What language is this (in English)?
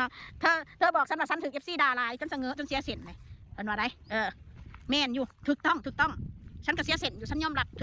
Northeastern Thai